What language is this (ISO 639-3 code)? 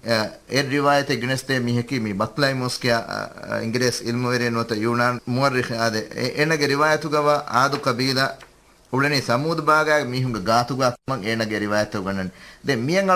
div